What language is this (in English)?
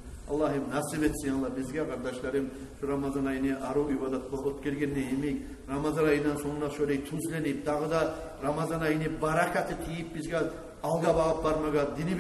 Kumyk